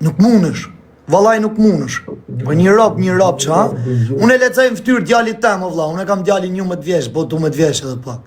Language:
Albanian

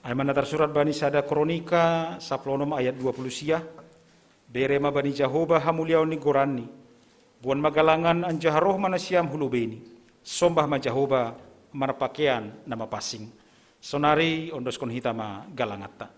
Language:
Batak Simalungun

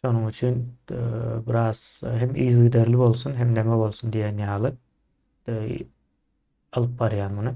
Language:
Turkmen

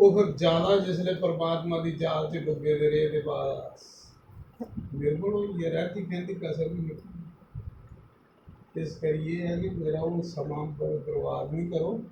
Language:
Dogri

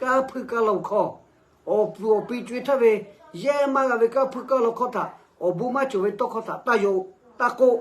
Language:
Lahu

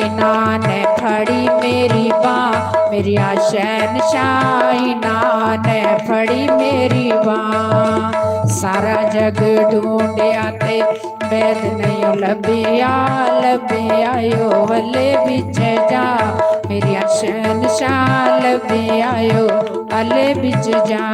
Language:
Dogri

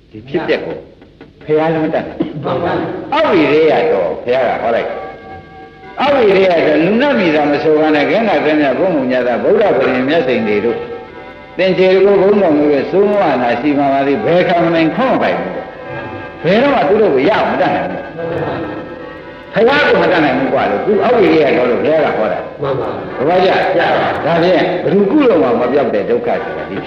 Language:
Burmese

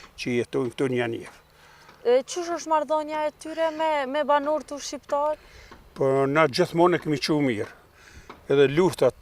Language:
Albanian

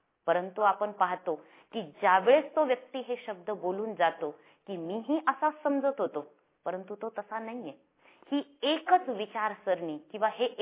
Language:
Marathi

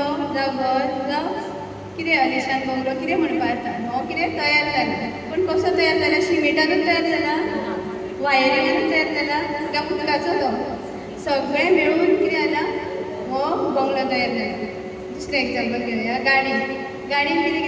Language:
Konkani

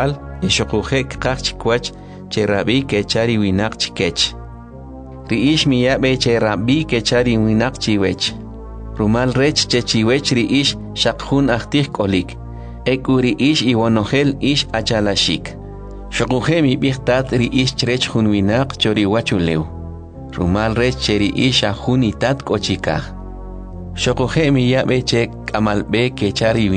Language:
Kʼicheʼ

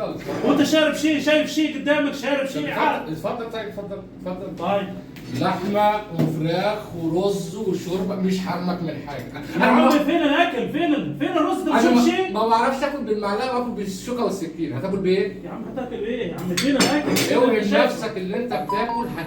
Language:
Egyptian Arabic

